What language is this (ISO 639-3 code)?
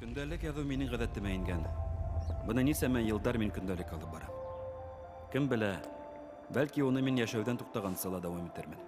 bak